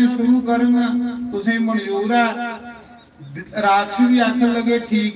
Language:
Dogri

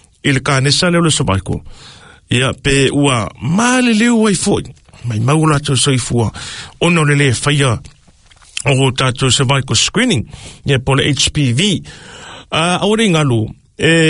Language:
Samoan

